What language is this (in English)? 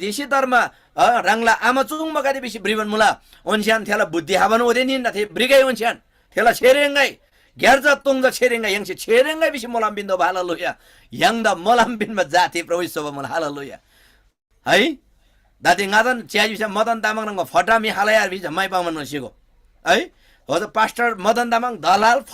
Eastern Tamang